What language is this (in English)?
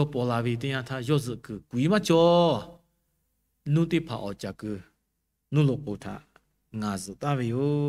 Lahu